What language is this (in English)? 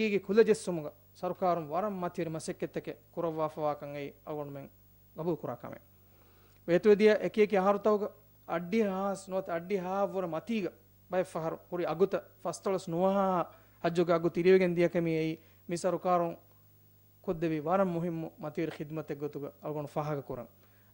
Divehi